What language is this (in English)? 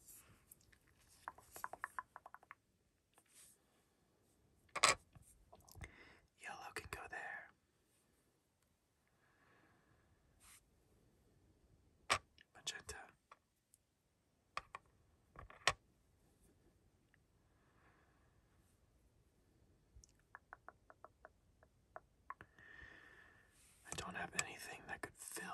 English